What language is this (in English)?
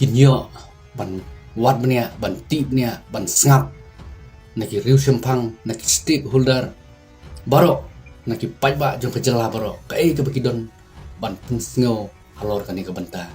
Khasi